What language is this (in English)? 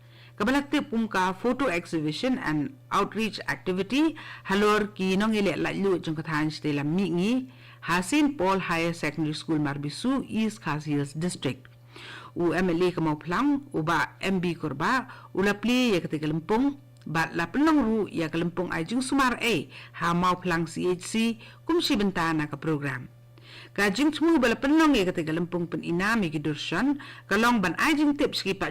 Khasi